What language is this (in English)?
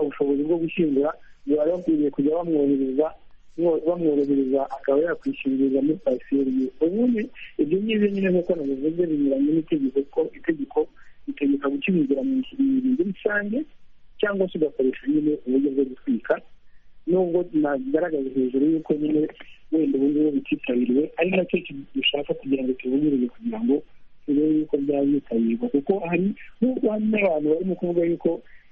Kinyarwanda